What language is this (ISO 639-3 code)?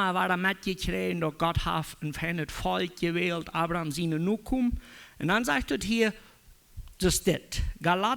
pdt